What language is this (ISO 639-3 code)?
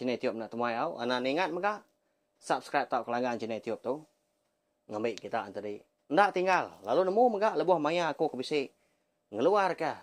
iba